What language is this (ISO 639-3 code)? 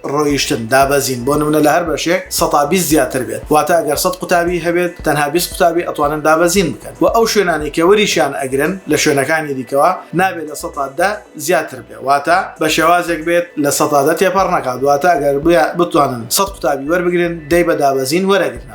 ckb